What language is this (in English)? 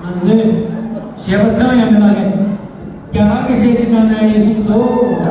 Tibetan